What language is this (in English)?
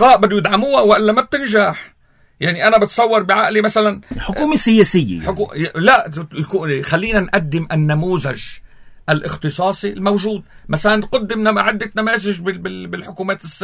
North Levantine Arabic